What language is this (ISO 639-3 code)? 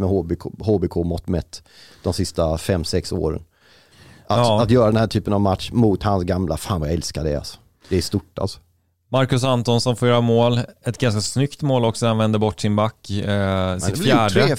swe